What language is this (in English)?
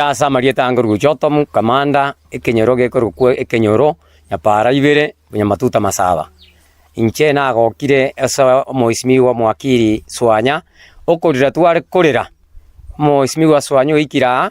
Gusii